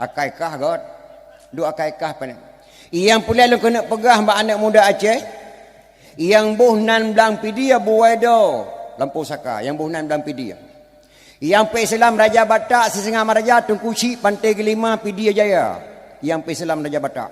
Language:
Achinese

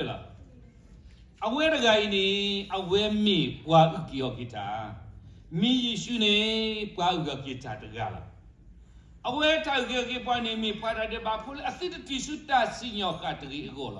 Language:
S'gaw Karen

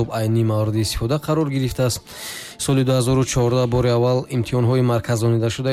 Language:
Tajik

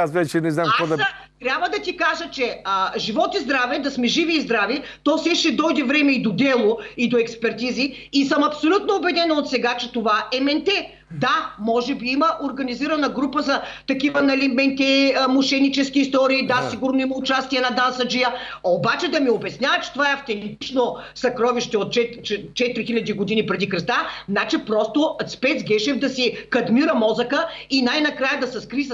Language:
Bulgarian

